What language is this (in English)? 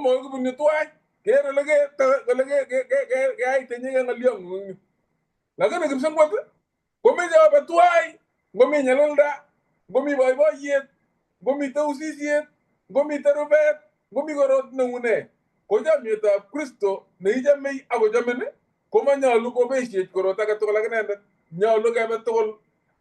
Kalenjin